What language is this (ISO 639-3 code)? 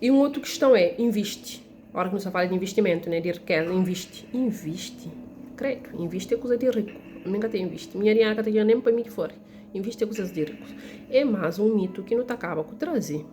kea